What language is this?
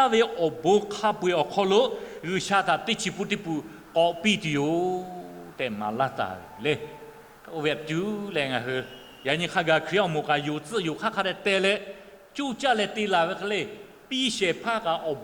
Lahu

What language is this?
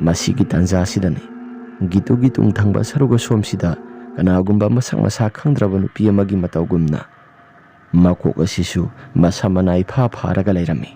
Manipuri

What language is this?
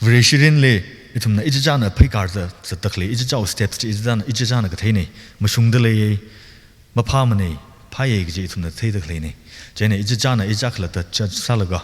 Tangkhul Naga (India)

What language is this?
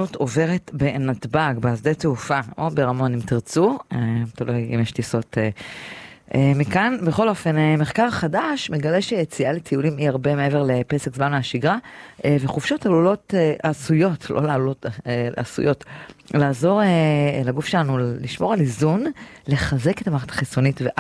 Hebrew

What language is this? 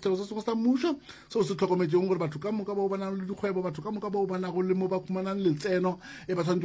Northern Sotho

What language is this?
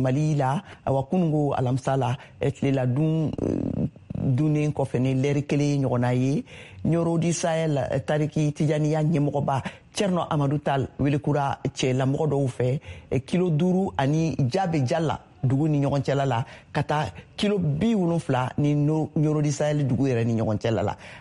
Bambara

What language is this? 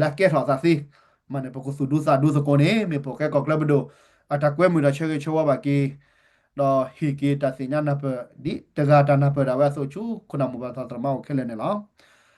S'gaw Karen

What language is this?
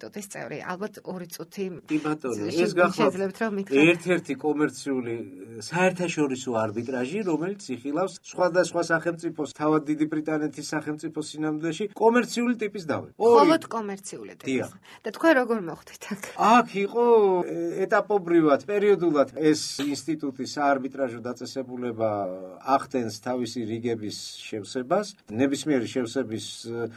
Georgian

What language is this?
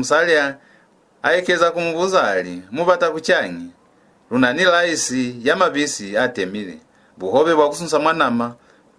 Lozi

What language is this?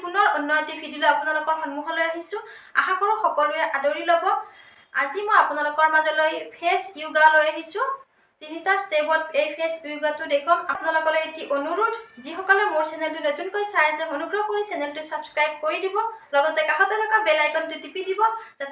Assamese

